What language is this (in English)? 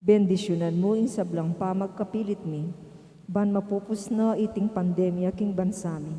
Pampanga